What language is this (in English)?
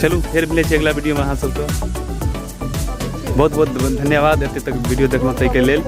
Maithili